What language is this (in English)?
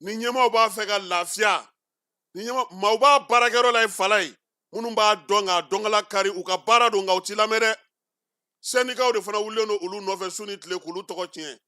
Bambara